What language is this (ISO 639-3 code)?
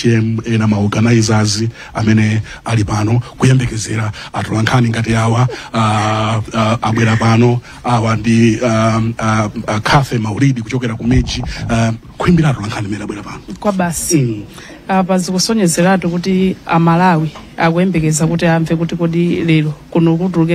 nya